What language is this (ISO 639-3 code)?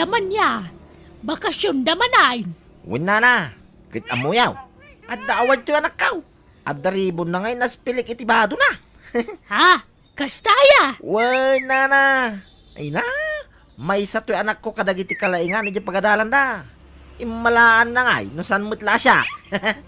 ilo